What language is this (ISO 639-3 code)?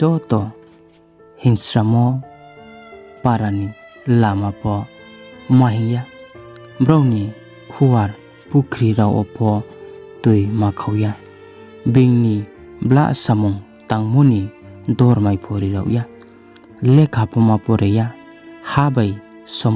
ria